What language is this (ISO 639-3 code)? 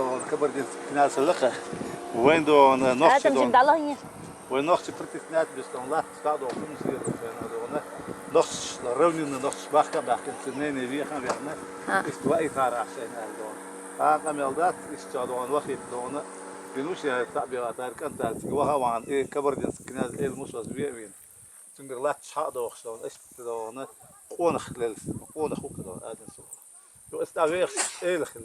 che